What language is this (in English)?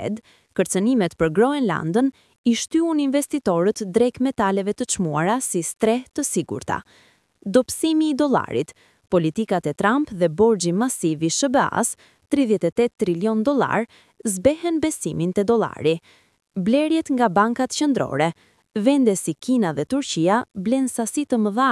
Albanian